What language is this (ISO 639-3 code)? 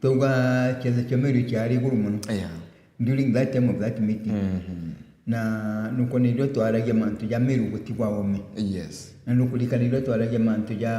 mer